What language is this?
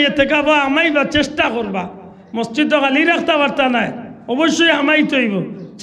Sylheti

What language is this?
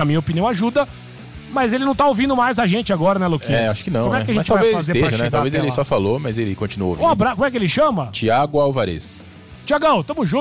Portuguese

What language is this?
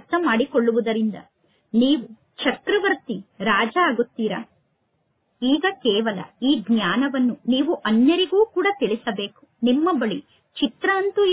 Kannada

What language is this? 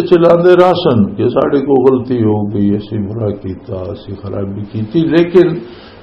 Western Panjabi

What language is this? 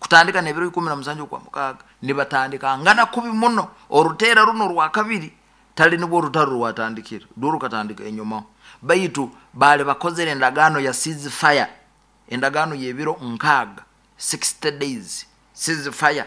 Nyoro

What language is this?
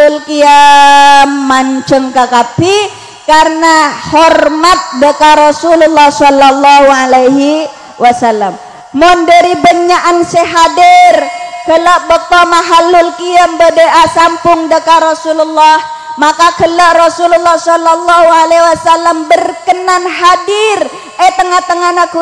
Madurese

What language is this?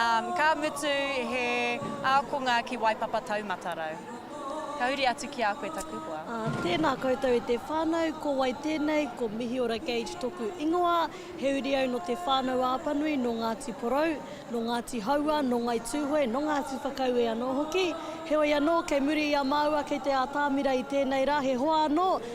Māori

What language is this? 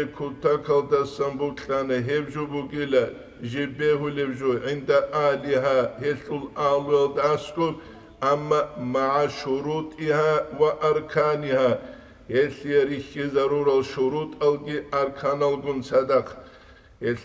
Avaric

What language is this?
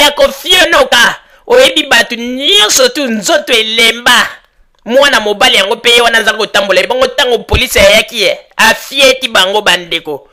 Lingala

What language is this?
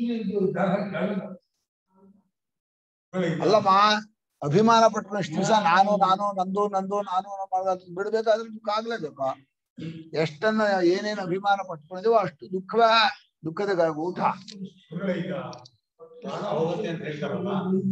Kannada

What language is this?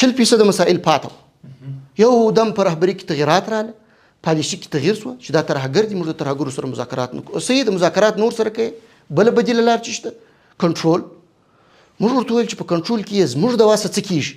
Pashto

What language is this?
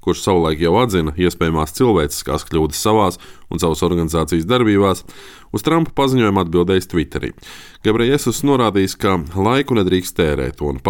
Latvian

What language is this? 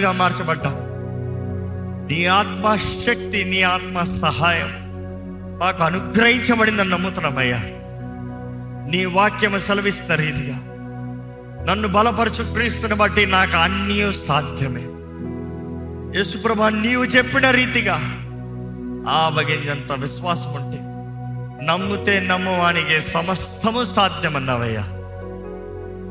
Telugu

